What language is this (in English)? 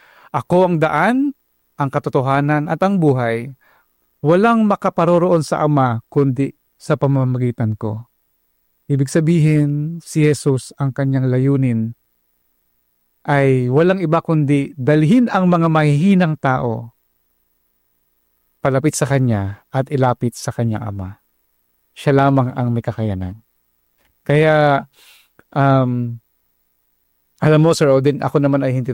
Filipino